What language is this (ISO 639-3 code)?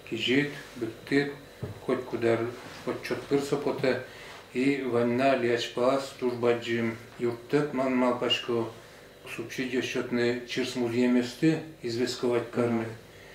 udm